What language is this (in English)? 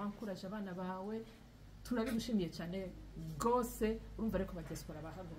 Rundi